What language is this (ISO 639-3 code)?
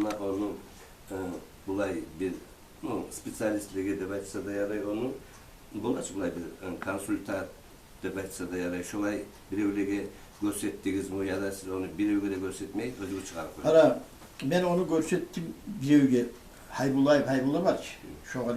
kum